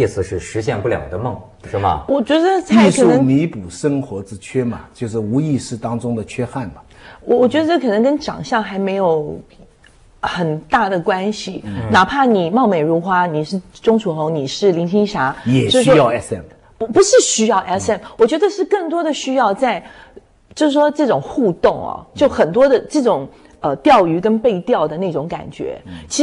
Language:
Chinese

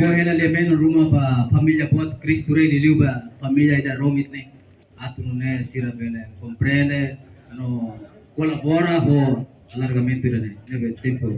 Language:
Tetum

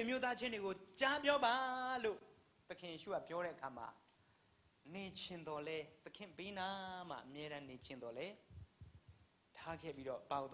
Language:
Burmese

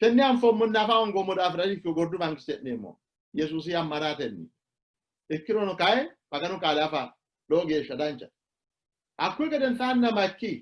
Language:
Sidamo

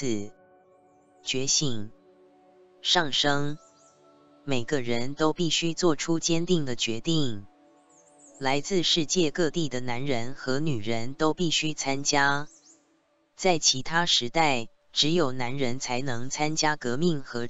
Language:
Chinese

